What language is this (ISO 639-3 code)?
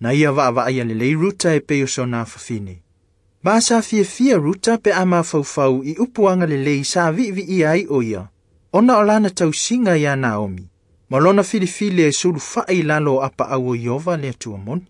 smo